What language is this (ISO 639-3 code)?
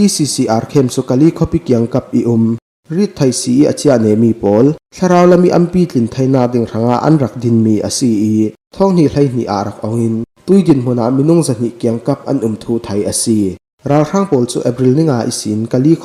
cfm